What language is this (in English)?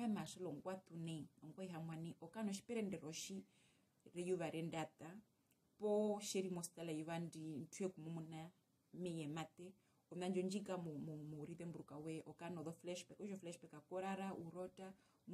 Herero